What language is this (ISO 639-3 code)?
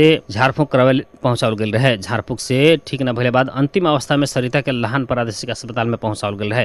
bho